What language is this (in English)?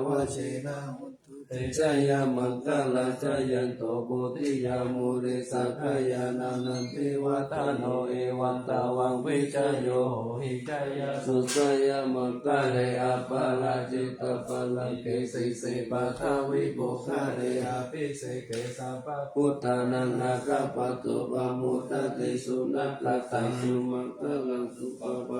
Pali